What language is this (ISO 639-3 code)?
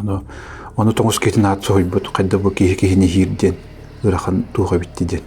sah